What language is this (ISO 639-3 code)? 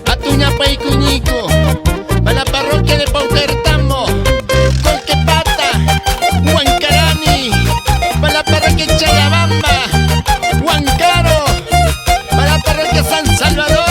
que